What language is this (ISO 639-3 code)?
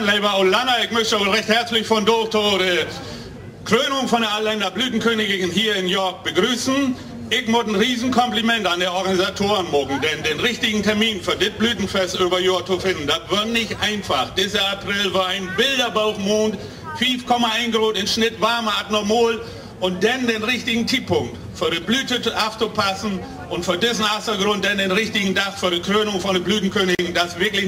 nds